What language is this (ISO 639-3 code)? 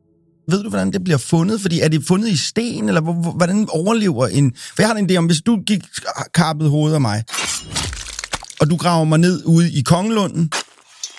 dan